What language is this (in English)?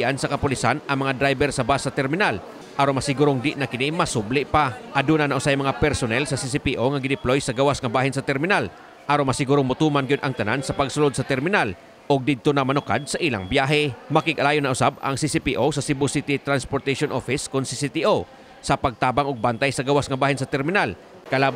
Cebuano